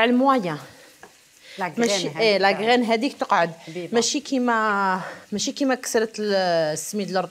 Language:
Algerian Arabic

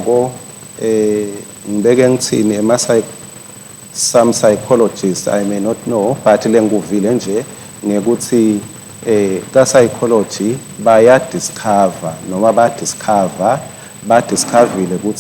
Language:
Swati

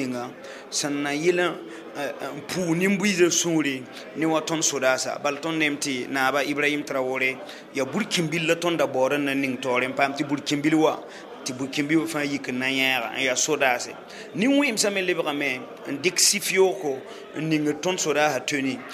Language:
Mossi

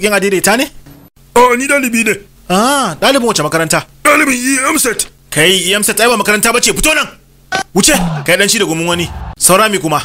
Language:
Hausa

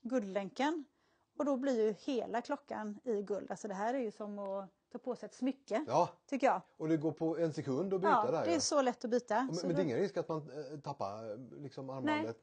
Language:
Swedish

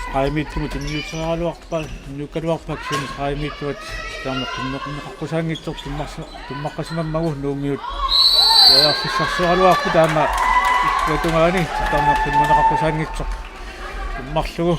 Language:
Kalaallisut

